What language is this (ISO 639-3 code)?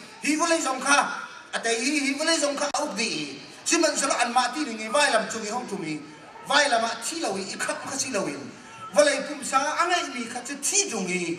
cnh